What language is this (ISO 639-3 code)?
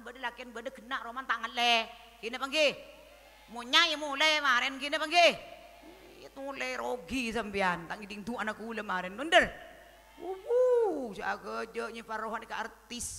mad